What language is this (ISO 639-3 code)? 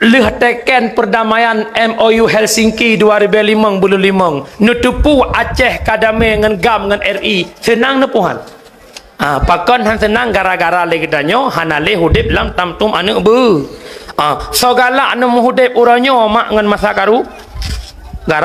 ace